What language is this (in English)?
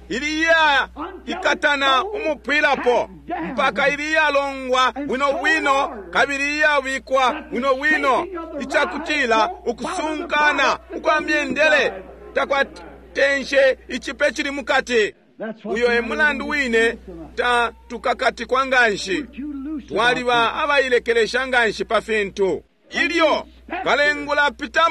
Bemba